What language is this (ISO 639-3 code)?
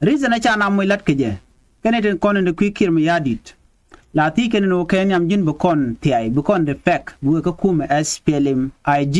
nus